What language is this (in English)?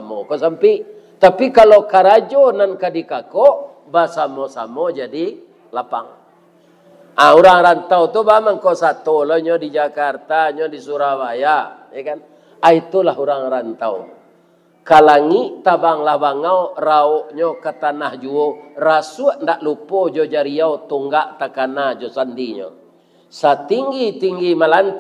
Minangkabau